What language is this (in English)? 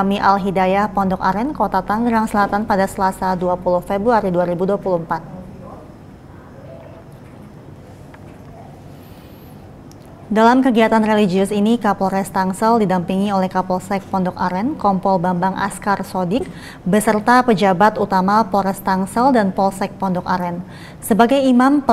Indonesian